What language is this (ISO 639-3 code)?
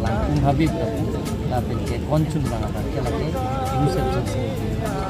mjw